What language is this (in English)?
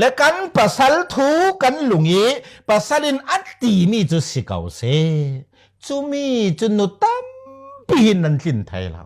Falam Chin